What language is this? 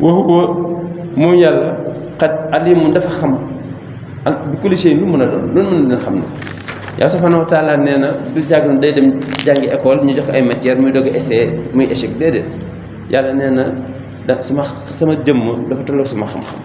Wolof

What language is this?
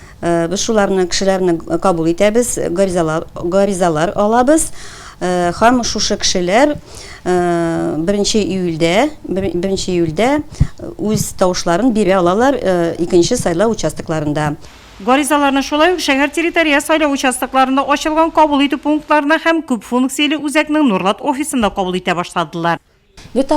Tatar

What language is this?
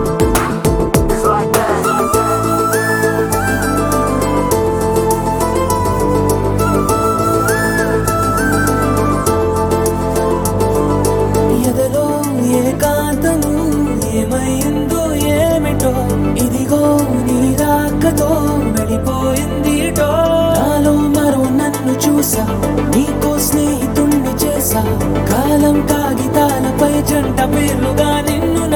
Telugu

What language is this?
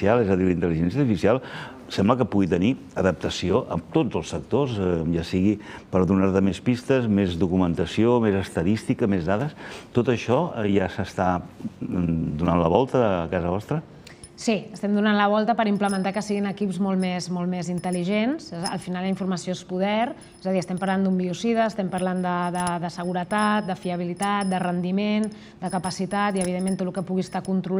Catalan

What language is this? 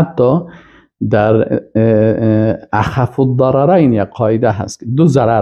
Persian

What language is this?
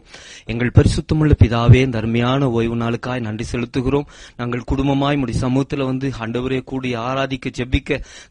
Tamil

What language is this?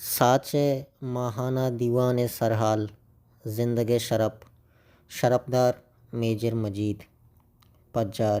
Baluchi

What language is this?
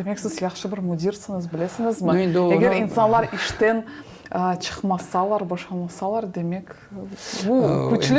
Crimean Tatar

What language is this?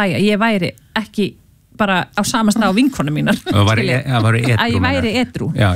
Icelandic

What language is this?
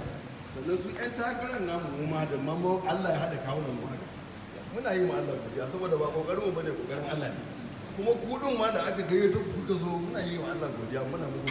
Hausa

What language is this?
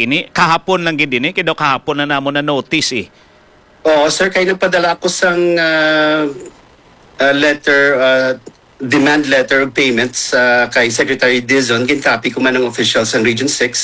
Hiligaynon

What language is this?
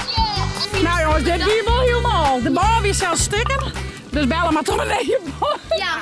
Western Frisian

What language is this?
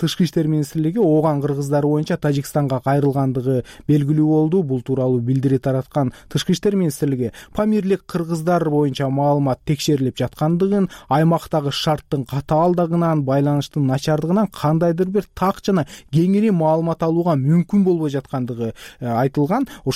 Kyrgyz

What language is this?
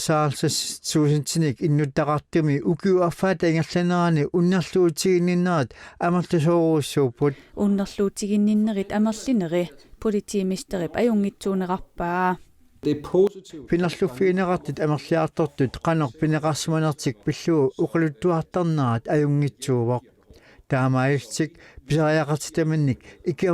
Kalaallisut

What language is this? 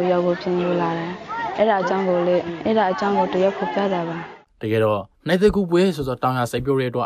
Burmese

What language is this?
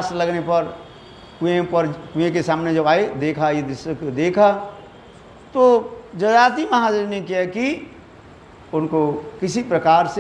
Hindi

